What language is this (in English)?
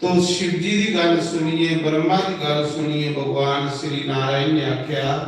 Dogri